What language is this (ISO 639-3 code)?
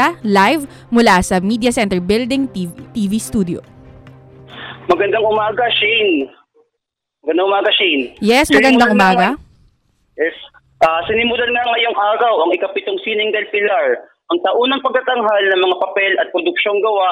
fil